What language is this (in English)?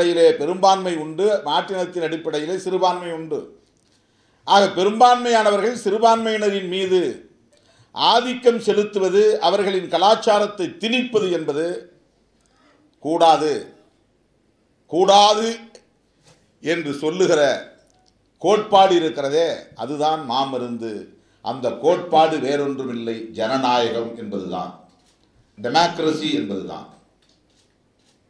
Tamil